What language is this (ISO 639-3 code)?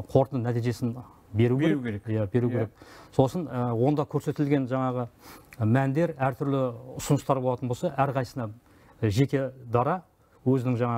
kaz